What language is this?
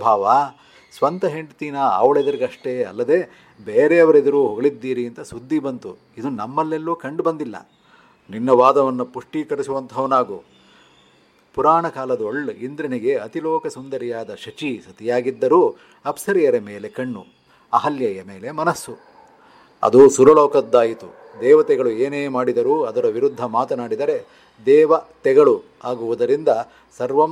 Kannada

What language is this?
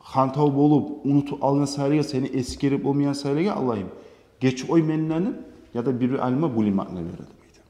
Kumyk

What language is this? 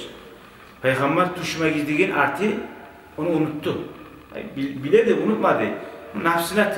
Kumyk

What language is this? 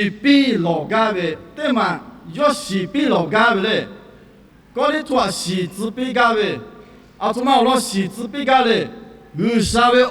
Lahu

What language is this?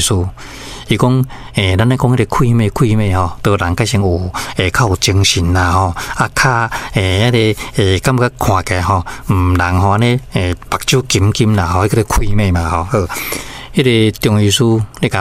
Min Nan Chinese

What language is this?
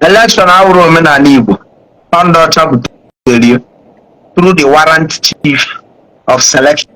Igbo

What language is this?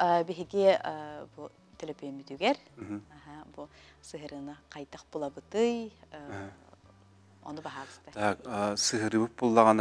Yakut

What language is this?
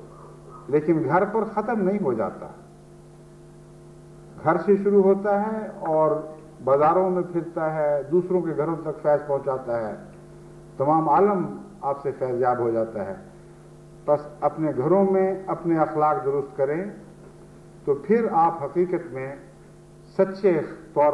Urdu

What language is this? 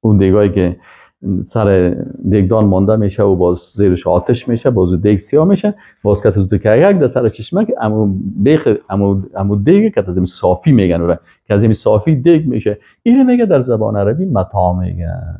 Persian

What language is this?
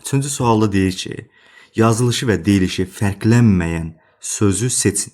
Azerbaijani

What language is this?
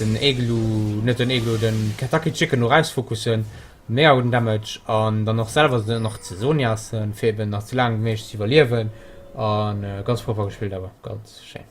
Luxembourgish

